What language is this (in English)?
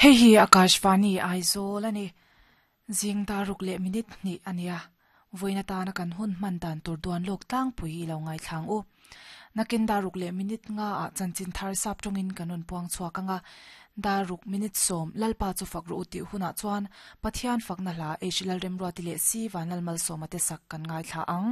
Mizo